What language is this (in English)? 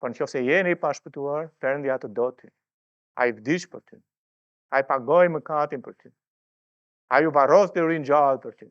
Albanian